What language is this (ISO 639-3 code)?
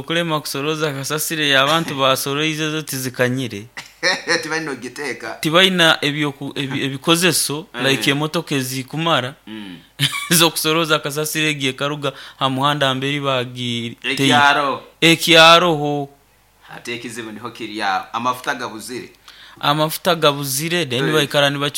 nyo